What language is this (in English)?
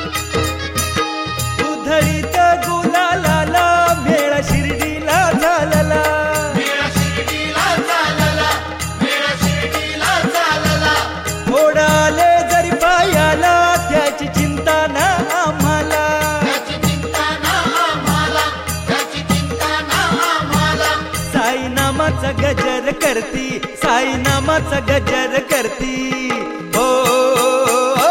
Marathi